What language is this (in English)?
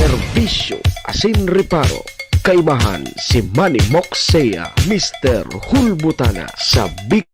Bikol